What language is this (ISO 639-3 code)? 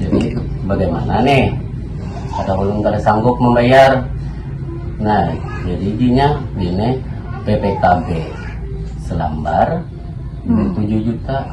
bjn